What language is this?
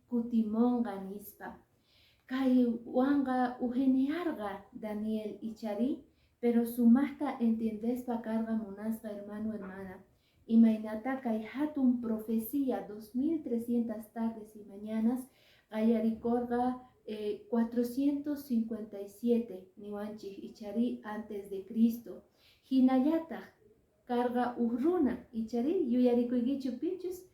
Quechua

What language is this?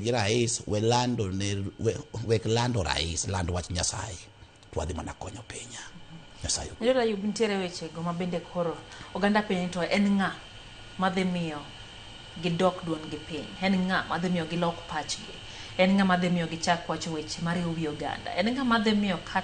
Luo (Kenya and Tanzania)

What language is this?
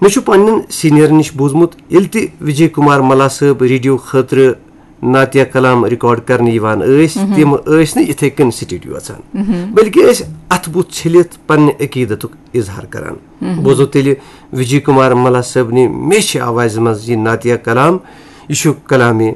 Kashmiri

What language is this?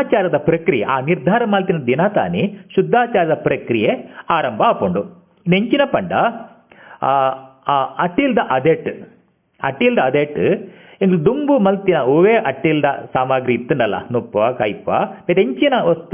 Tulu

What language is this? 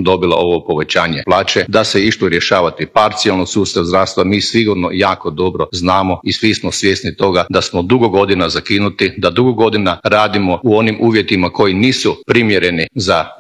Croatian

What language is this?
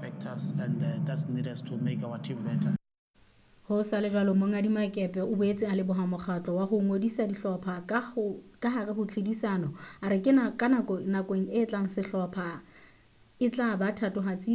Southern Sotho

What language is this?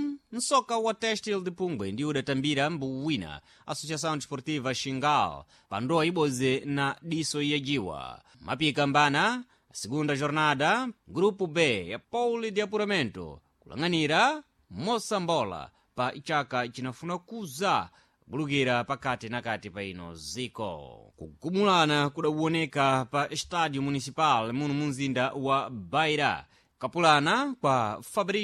Sena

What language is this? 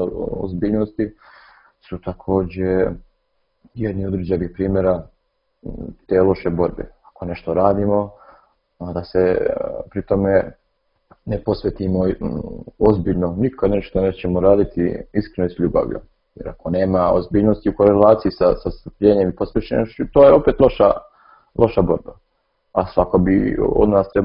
Serbian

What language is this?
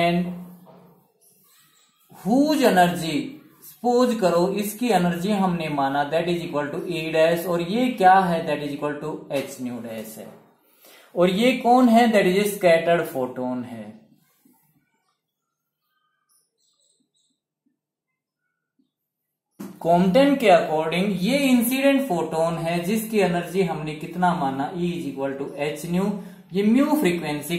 Hindi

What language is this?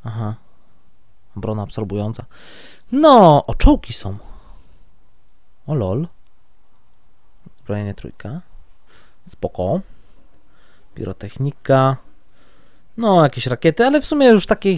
Polish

